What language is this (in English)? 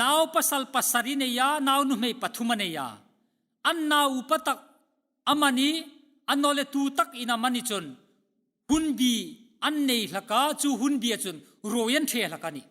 Hmar